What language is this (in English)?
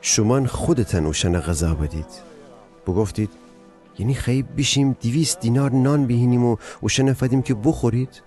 Gilaki